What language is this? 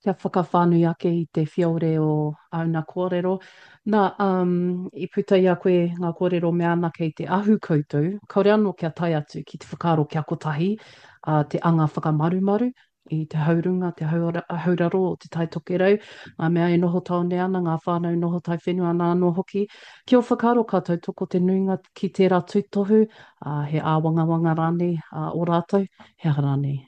Māori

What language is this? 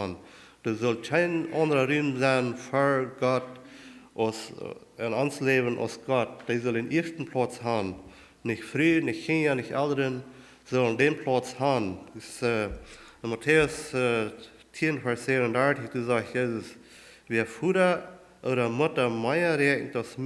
Plautdietsch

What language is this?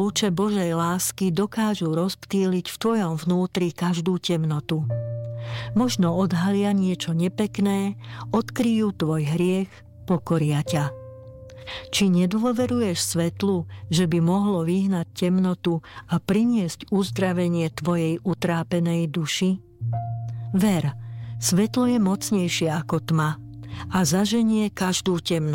Slovak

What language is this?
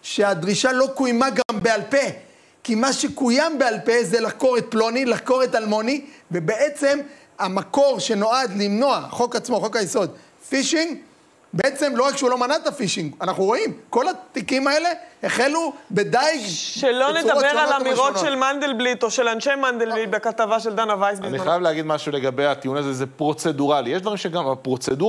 Hebrew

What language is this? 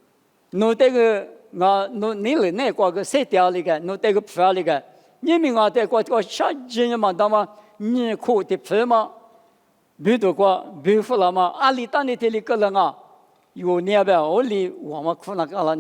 Lisu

